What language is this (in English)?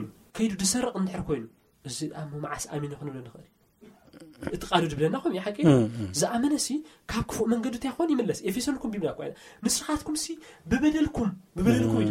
Tigrinya